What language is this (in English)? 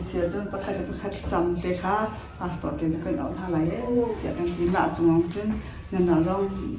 Hakha Chin